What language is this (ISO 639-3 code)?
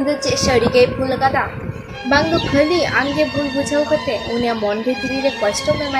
sat